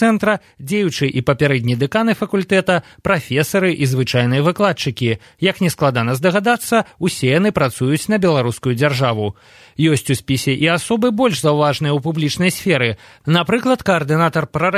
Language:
Belarusian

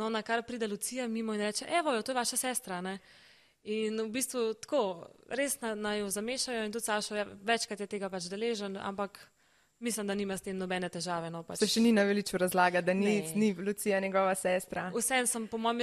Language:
Slovenian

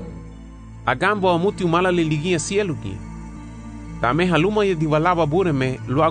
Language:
Garifuna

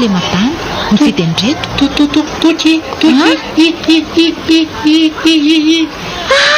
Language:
Malagasy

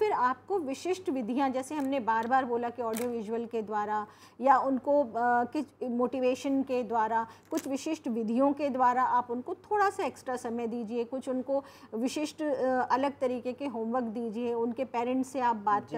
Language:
Hindi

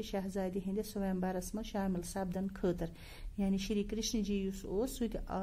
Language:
Kashmiri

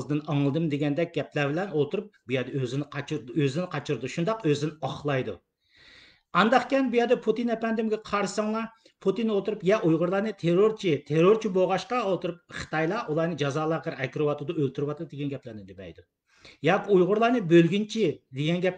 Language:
Uyghur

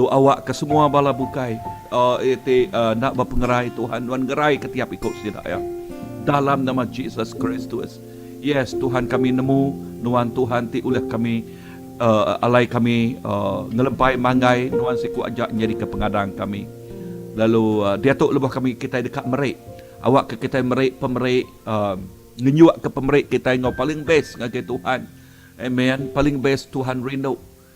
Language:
Iban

